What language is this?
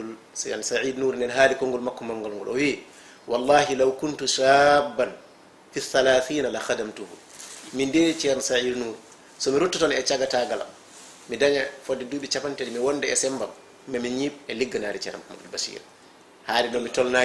Fula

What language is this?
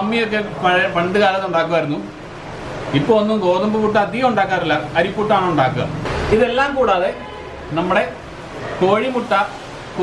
Malayalam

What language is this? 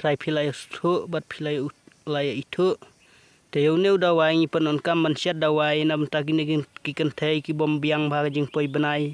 Khasi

